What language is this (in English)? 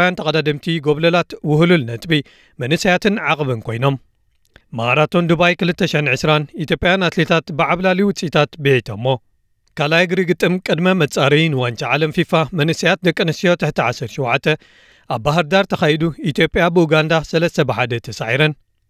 Tigrinya